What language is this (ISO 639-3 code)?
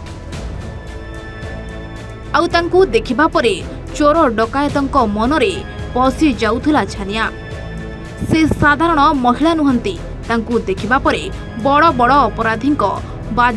ori